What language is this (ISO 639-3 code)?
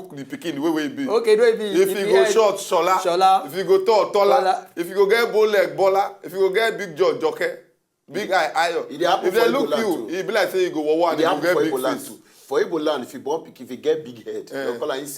pcm